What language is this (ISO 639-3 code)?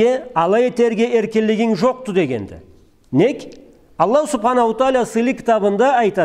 krc